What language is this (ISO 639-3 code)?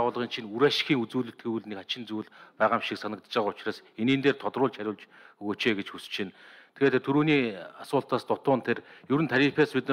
mon